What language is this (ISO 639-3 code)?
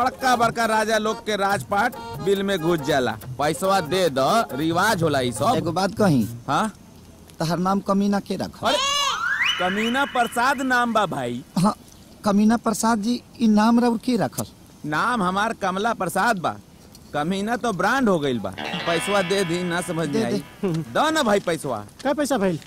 bho